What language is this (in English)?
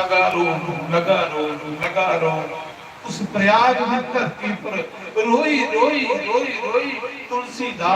Dogri